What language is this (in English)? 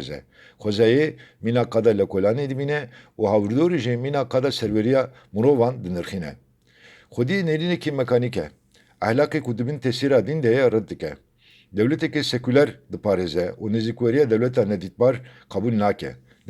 Kurdish